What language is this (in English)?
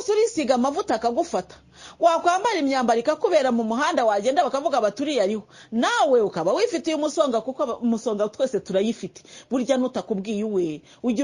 Kinyarwanda